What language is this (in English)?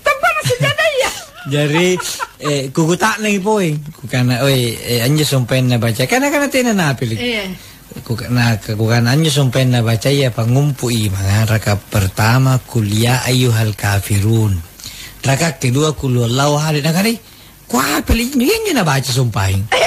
Makasar